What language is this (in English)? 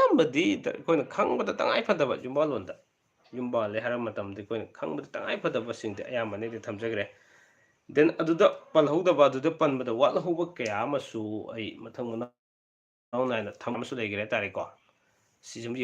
Manipuri